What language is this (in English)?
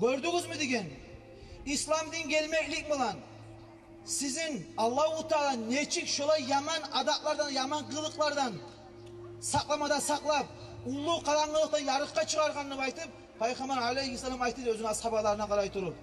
Kumyk